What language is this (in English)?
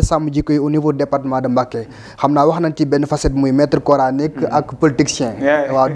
Wolof